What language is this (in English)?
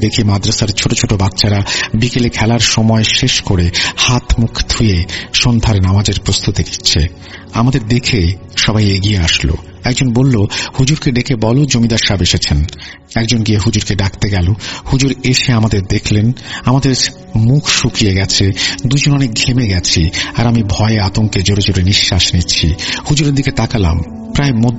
Bangla